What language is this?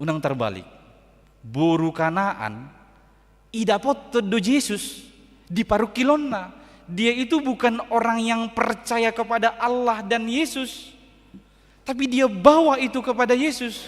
Batak Toba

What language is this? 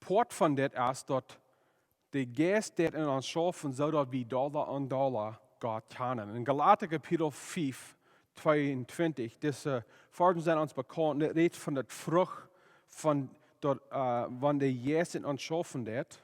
Plautdietsch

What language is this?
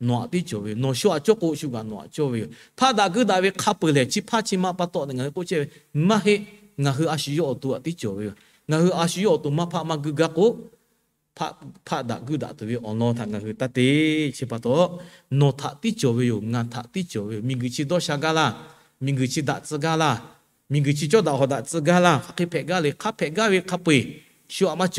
Lahu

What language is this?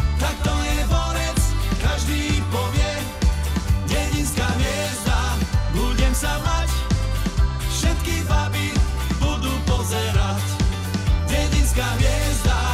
Slovak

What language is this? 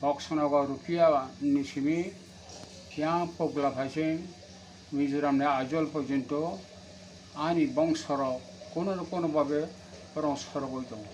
Kok Borok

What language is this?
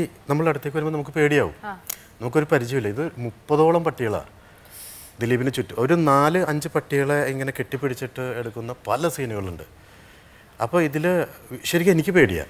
Malayalam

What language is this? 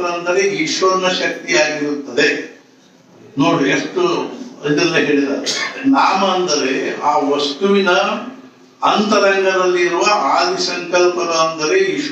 Kannada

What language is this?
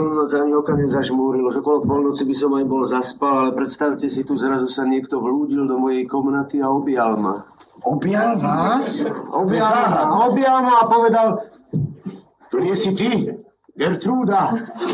Slovak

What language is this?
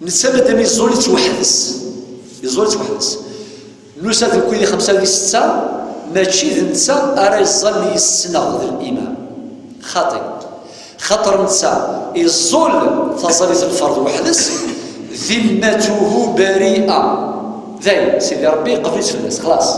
Kabyle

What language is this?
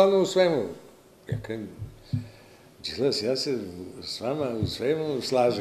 Serbian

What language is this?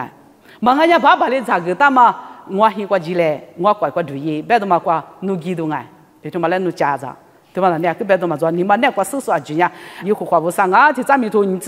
Lisu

